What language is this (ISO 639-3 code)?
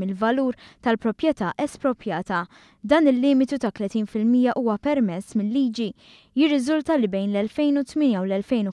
mlt